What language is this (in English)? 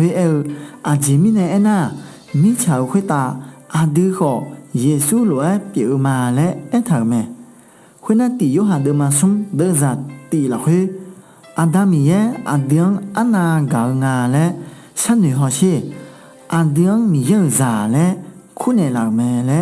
Akha